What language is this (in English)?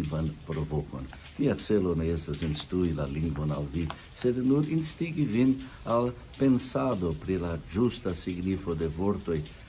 Esperanto